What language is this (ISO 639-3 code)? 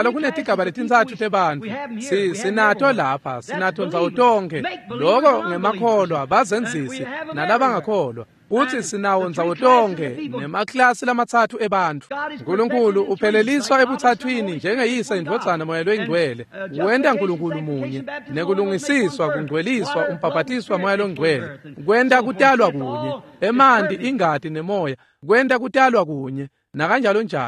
ssw